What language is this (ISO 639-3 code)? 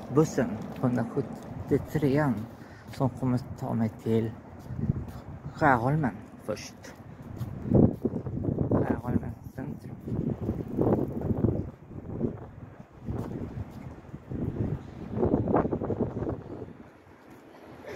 swe